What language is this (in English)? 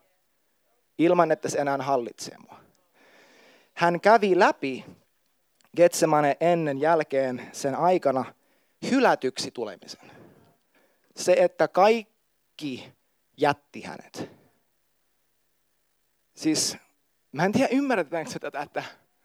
Finnish